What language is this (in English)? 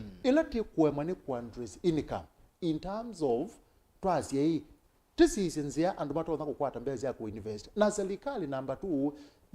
Kamba